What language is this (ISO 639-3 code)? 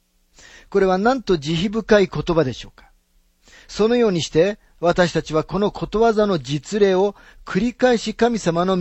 jpn